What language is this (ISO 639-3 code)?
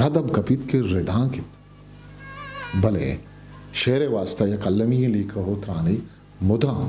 bgp